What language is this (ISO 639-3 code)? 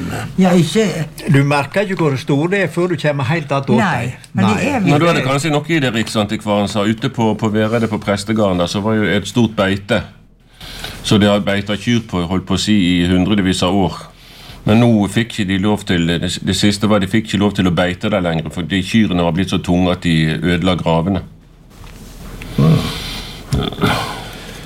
nor